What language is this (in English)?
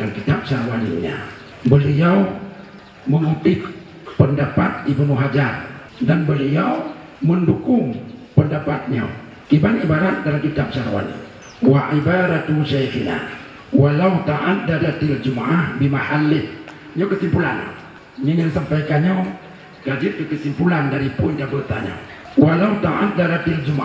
Achinese